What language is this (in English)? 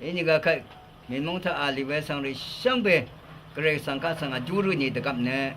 Rawang